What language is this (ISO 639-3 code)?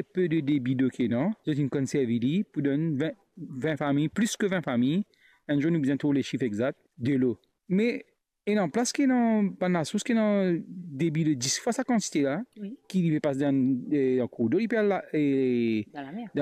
mfe